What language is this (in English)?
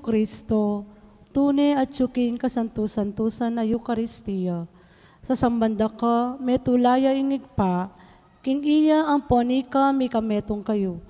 Pampanga